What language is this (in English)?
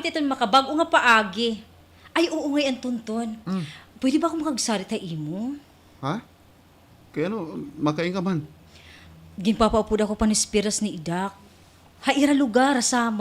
Waray